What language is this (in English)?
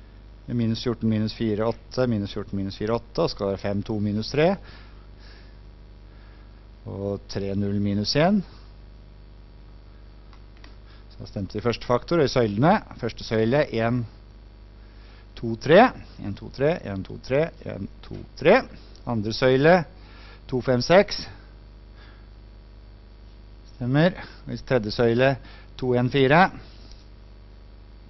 Norwegian